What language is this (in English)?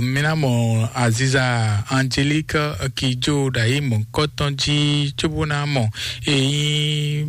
Fon